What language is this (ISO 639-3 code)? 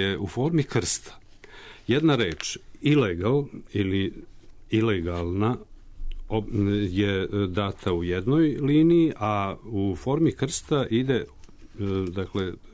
srp